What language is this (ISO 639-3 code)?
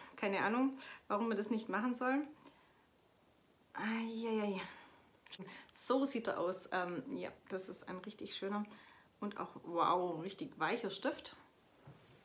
deu